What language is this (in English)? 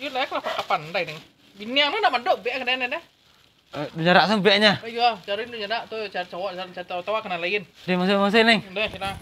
Minangkabau